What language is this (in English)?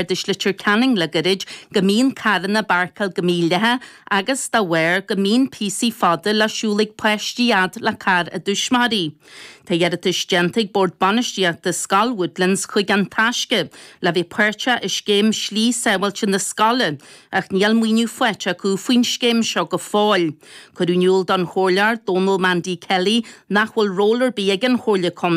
Irish